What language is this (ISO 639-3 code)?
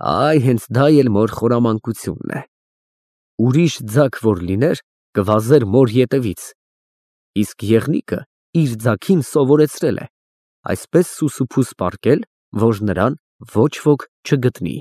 hye